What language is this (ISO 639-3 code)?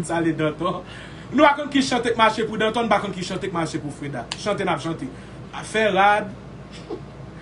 hat